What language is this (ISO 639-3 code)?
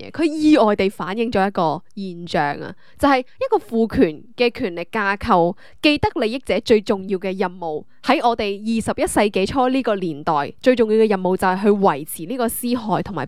yue